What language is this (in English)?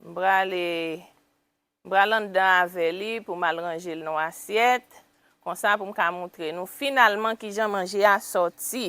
Haitian Creole